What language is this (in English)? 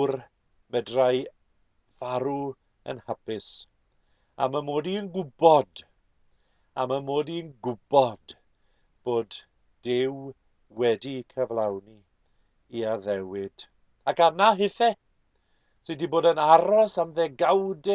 Welsh